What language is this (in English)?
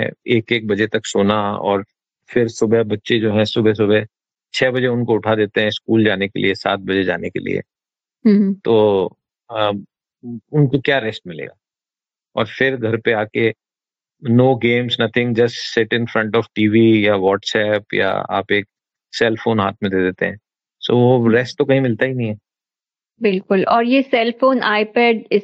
Hindi